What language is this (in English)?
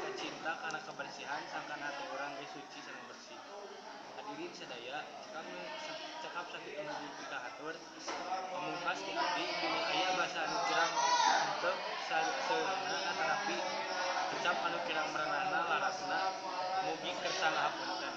Sundanese